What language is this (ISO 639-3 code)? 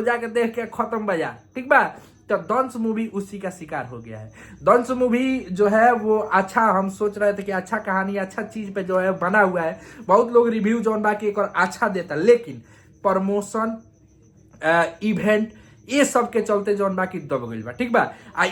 bho